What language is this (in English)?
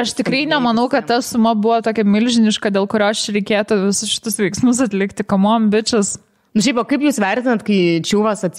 Lithuanian